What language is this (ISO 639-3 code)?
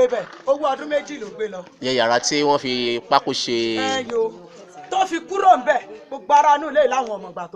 yor